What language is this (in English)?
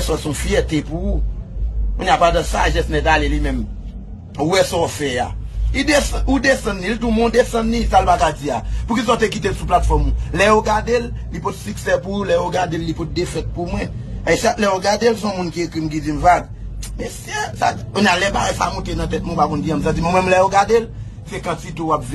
Haitian Creole